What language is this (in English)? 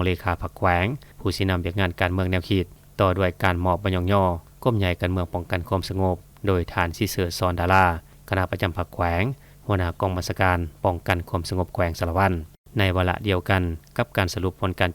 Lao